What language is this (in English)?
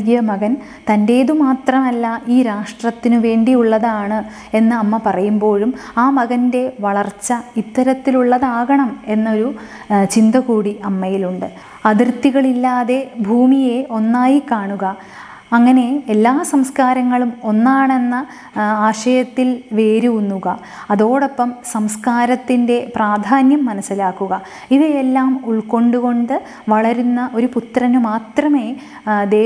Malayalam